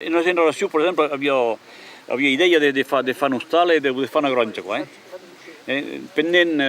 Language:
Occitan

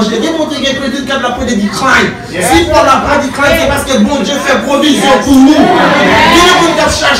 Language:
Haitian Creole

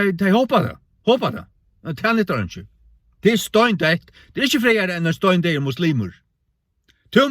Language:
Faroese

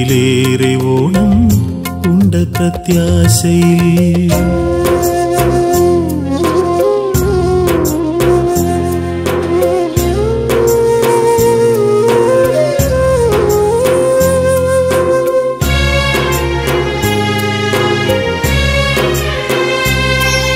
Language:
Malayalam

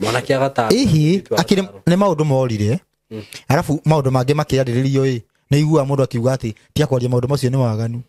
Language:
Kikuyu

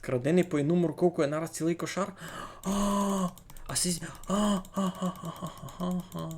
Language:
Rusyn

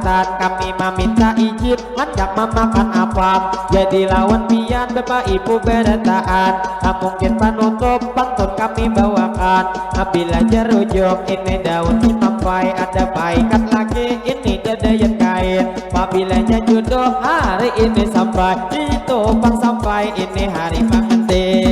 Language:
Banjar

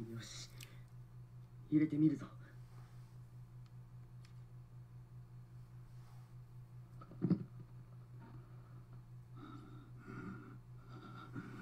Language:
Japanese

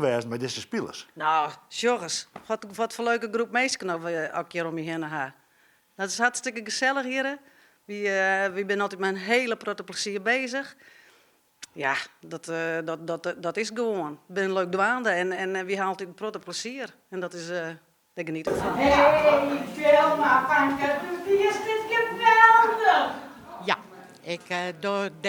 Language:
Western Frisian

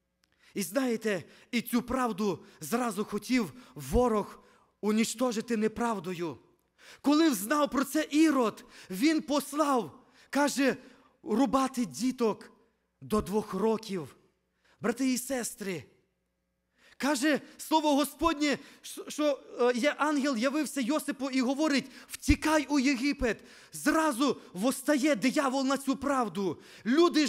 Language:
Ukrainian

